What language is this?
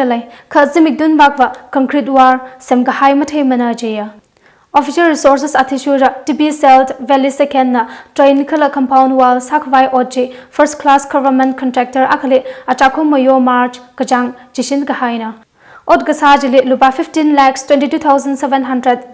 Tangkhul Naga (India)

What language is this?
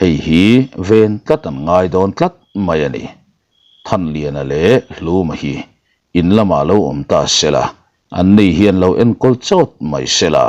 Mizo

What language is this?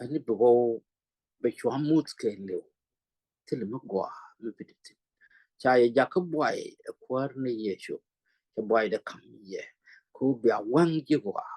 Nuer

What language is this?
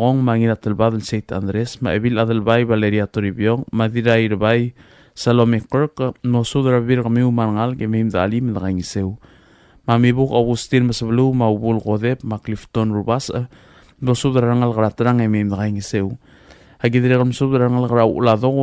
Palauan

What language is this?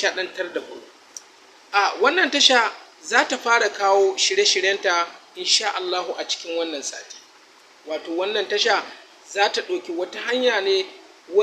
Hausa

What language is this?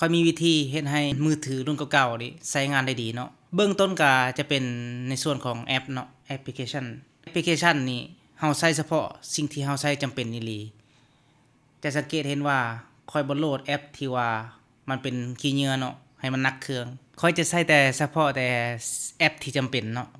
Lao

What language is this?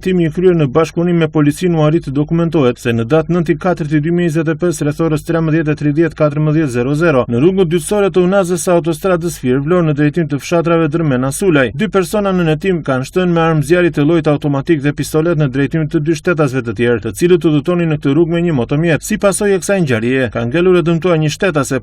Albanian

